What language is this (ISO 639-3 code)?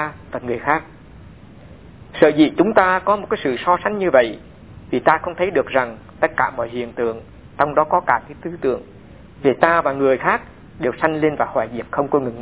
vie